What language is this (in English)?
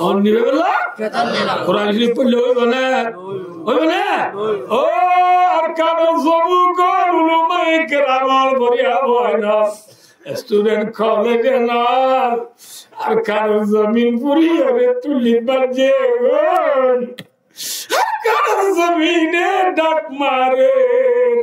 Rohingya